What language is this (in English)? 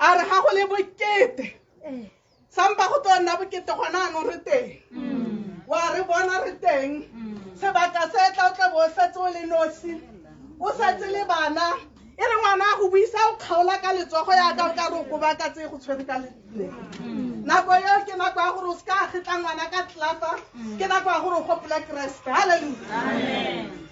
Tswana